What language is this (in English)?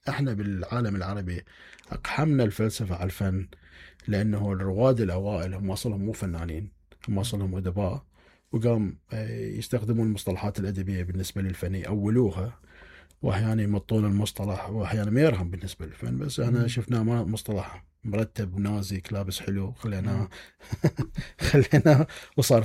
Mesopotamian Arabic